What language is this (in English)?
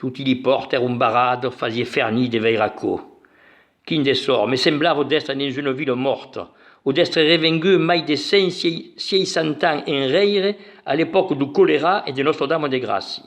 Occitan